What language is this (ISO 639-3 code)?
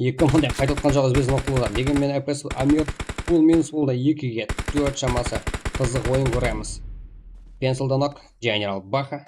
kaa